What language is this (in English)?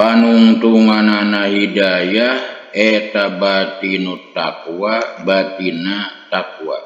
Sundanese